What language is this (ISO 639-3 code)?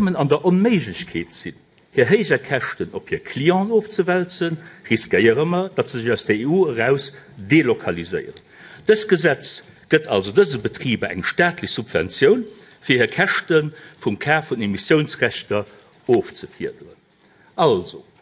ltz